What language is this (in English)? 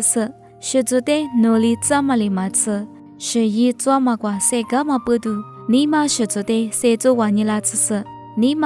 Lisu